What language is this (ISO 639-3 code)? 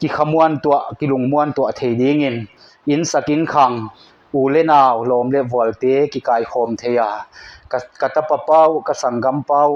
pck